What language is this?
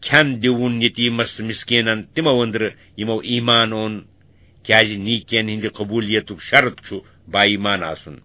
Kashmiri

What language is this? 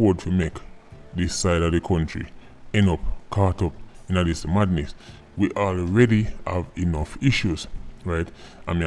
Jamaican Creole English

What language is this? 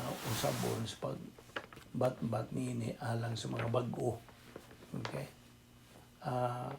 Cebuano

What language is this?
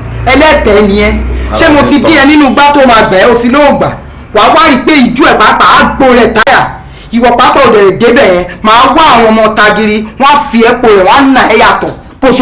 Yoruba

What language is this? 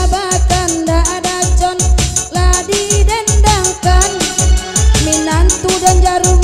Minangkabau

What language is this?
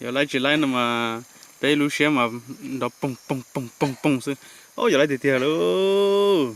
Hmong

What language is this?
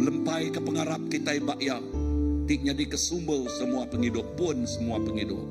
Iban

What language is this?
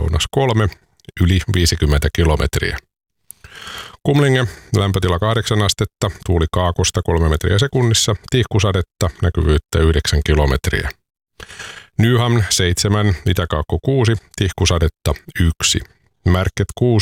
Finnish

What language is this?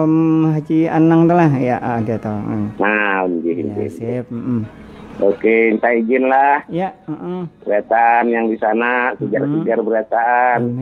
Banjar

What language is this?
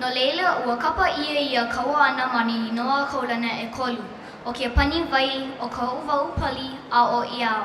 Hawaiian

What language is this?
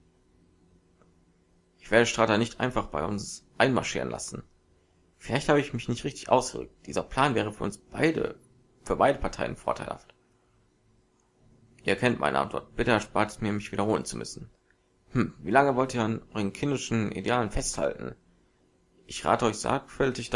German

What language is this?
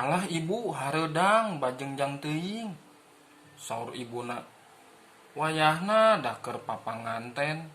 Sundanese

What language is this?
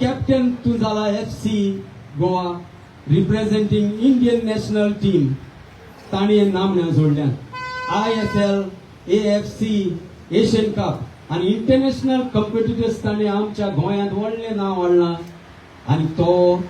Konkani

